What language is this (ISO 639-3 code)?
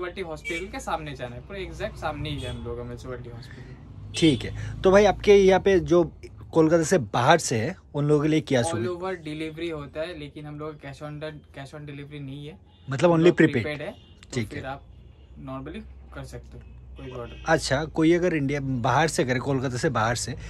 hin